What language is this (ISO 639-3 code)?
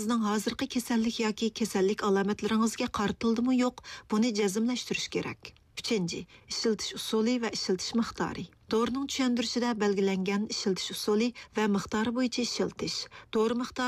uig